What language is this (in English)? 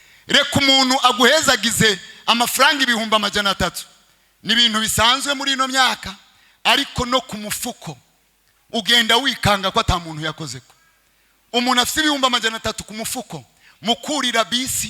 Rundi